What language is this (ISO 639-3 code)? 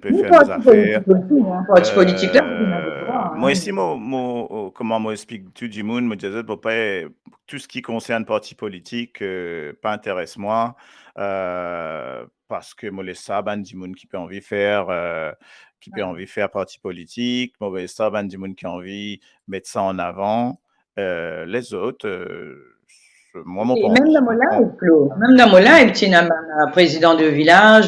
mfe